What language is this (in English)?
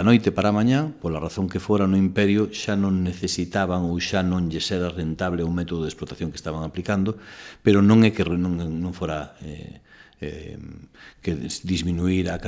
Galician